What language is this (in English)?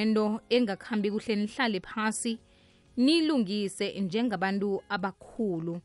South Ndebele